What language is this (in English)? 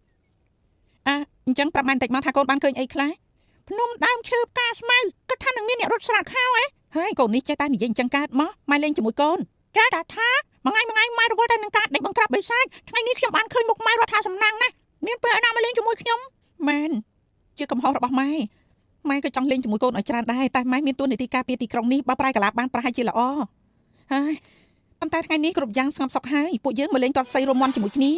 Khmer